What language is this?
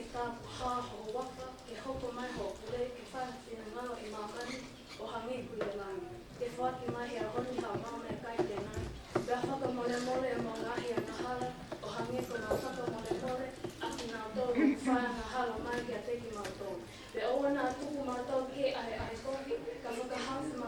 Tongan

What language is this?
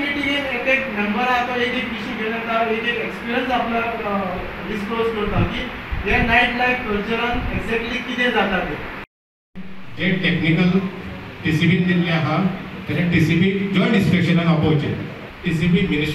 Konkani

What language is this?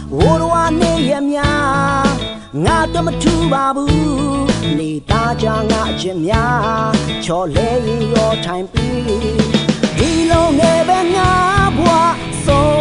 Burmese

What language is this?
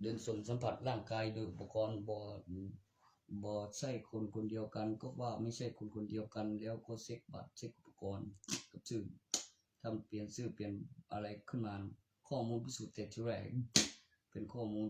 Northeastern Thai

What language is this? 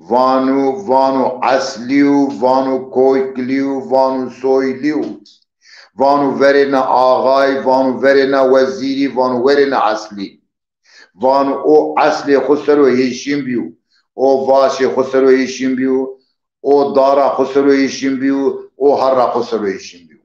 Zaza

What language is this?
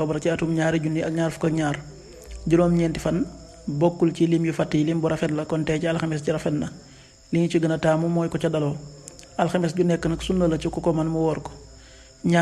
Wolof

